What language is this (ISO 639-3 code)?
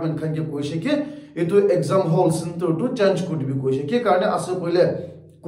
nag